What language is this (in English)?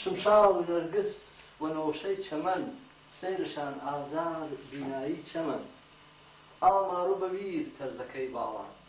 Gurani